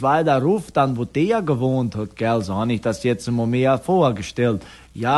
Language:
Portuguese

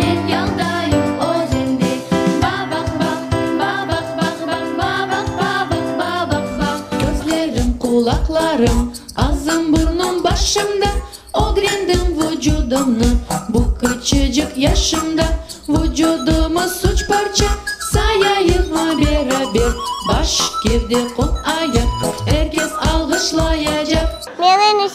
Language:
Crimean Tatar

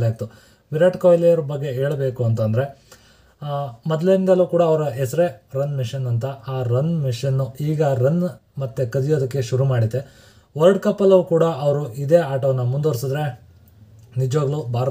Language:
Kannada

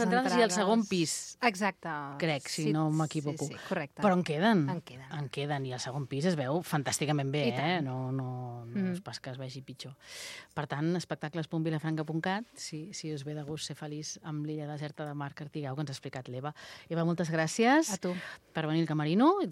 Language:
Catalan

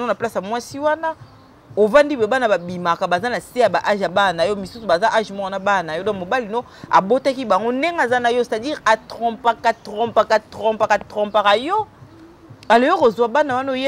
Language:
Lingala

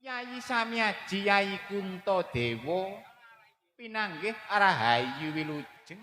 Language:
Javanese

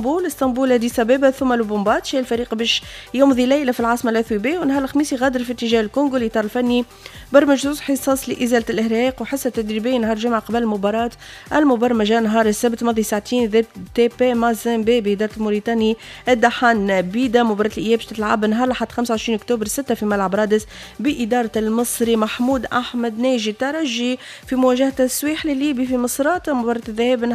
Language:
Tunisian Arabic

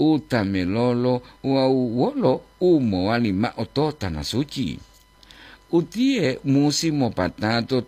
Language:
Gorontalo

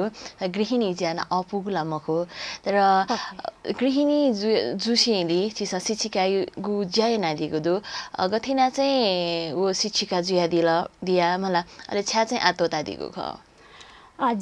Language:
Newari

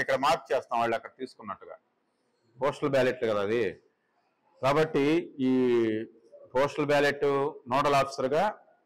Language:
Telugu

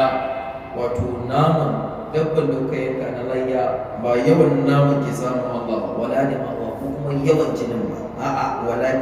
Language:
Hausa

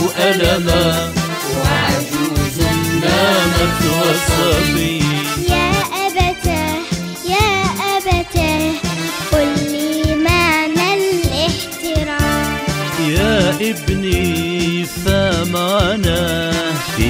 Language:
Algerian Arabic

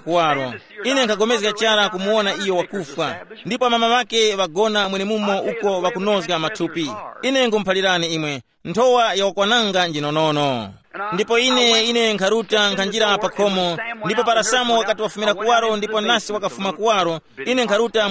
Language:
Tumbuka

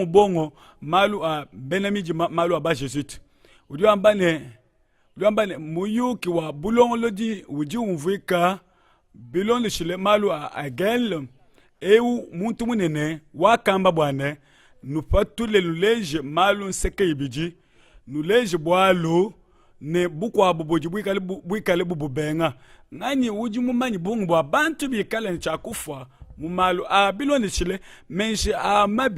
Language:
Luba-Lulua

